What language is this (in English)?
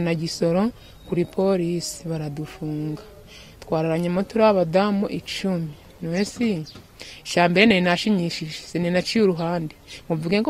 Kinyarwanda